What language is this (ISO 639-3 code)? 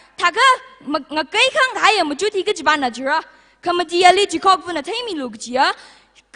nmf